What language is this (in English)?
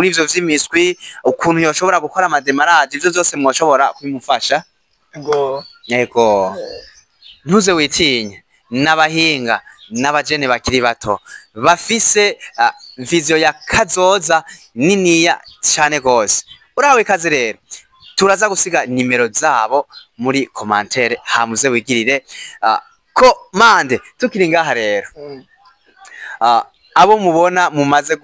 Rundi